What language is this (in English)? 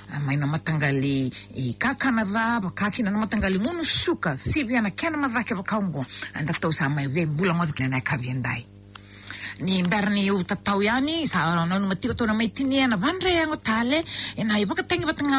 Fijian